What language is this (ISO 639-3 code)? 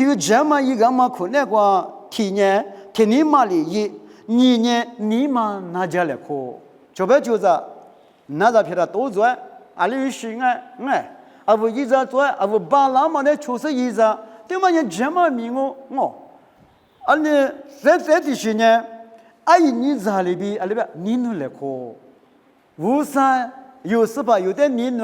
lis